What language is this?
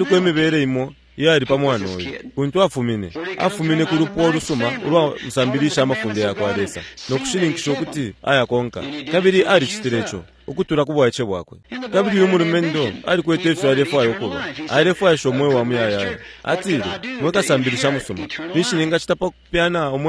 Bemba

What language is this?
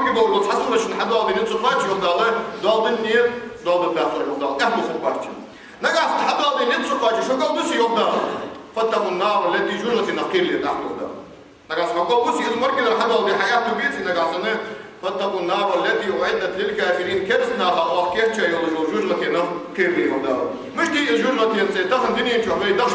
Ingush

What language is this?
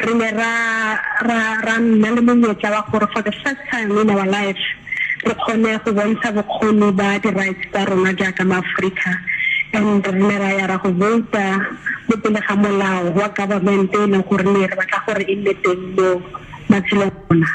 Tswana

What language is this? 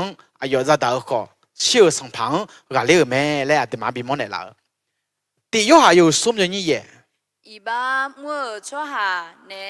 Akha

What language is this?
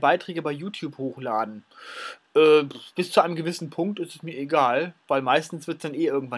German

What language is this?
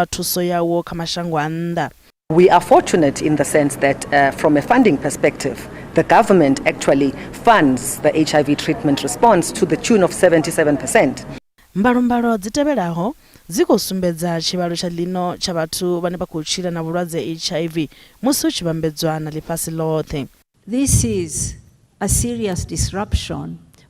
Venda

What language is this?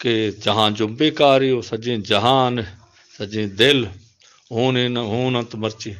Baluchi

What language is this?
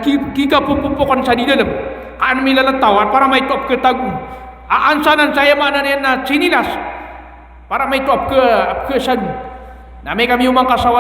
Maranao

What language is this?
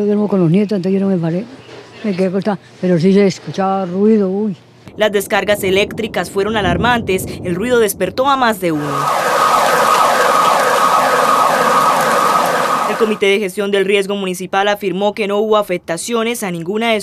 Spanish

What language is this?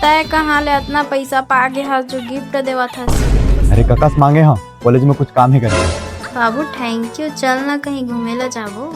Chhattisgarhi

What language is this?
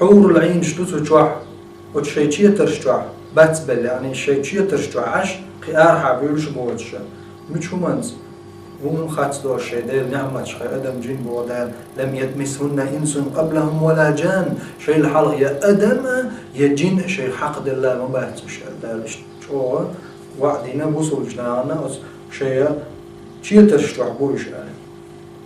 Chechen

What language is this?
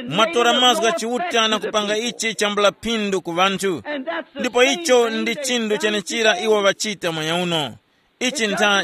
Tumbuka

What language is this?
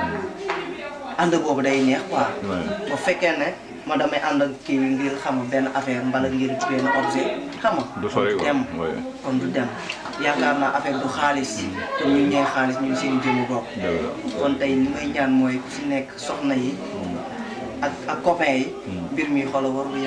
Wolof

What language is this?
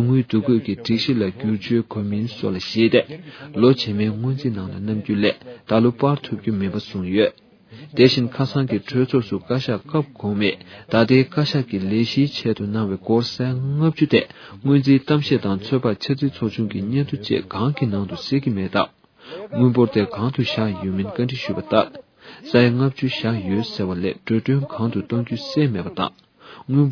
Tibetan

